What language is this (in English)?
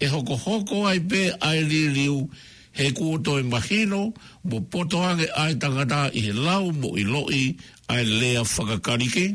Tongan